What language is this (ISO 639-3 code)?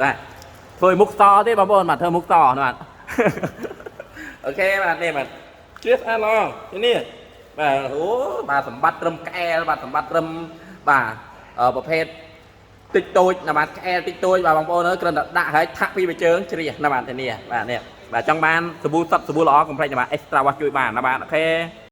khm